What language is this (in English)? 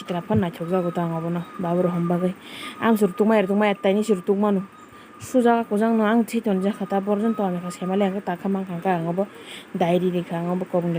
Kok Borok